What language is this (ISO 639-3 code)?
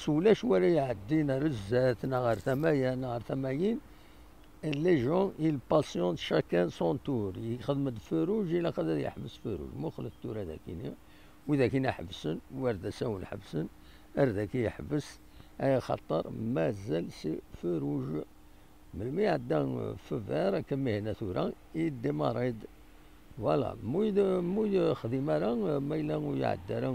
kab